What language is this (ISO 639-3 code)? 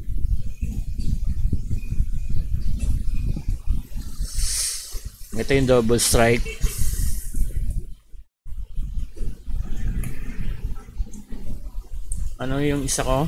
fil